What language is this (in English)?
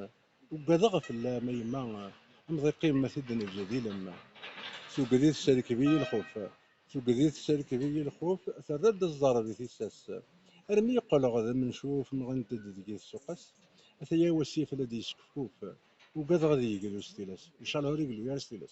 Kabyle